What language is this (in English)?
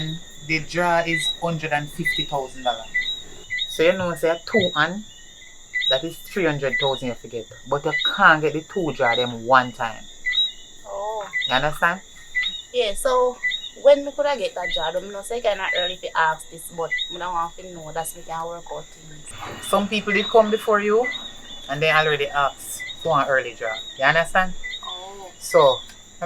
Jamaican Creole English